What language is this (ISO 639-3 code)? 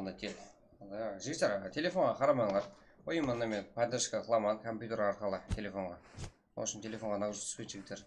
kaa